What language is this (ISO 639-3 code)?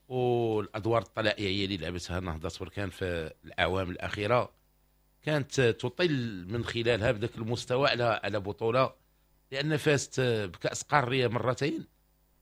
ary